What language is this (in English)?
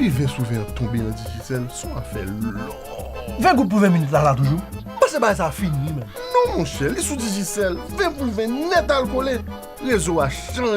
Haitian Creole